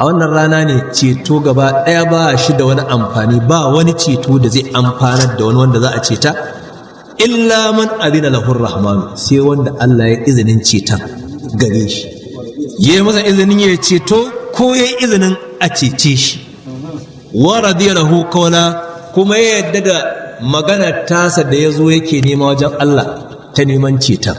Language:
Hausa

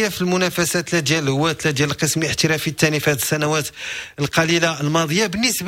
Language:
Moroccan Arabic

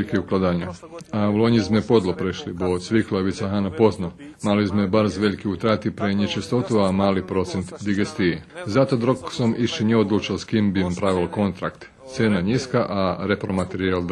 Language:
Rusyn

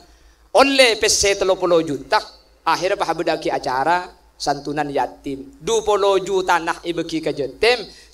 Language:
Madurese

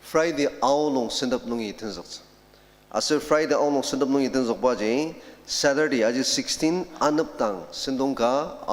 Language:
Ao Naga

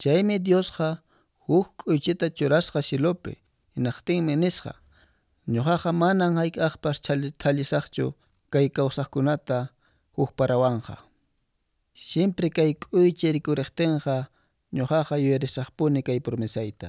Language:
Quechua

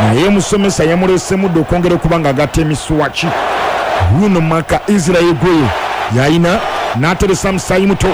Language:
Ganda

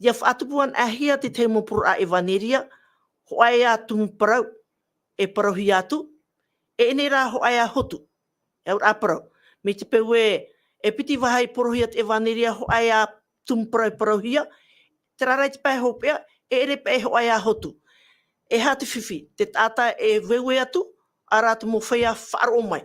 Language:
Tahitian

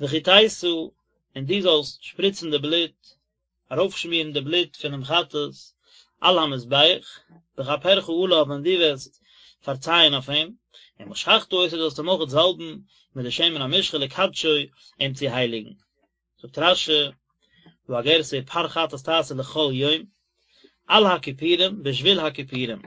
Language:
Yiddish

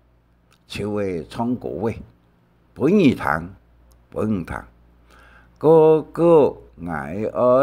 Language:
Hakka Chinese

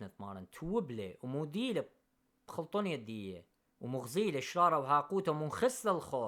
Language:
Assyrian Neo-Aramaic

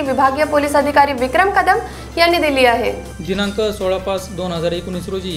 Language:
Marathi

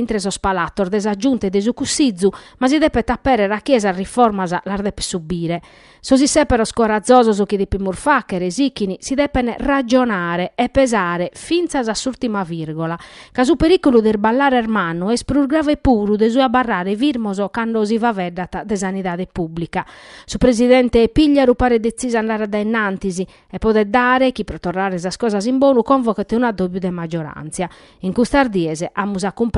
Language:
Sardinian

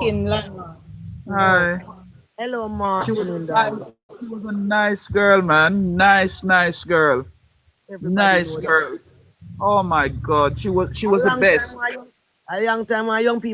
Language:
Jamaican Creole English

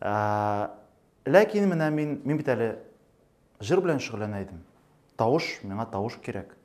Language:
Tatar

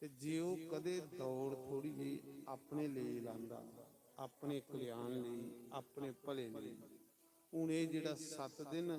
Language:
Dogri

